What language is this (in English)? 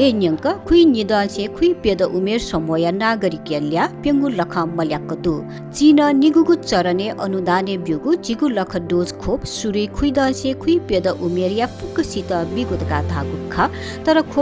Newari